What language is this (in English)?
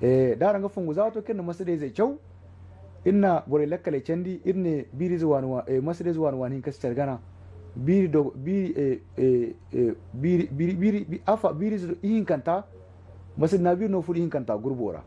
Zarma